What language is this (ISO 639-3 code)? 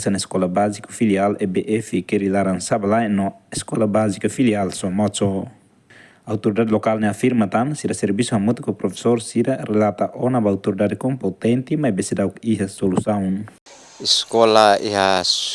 tet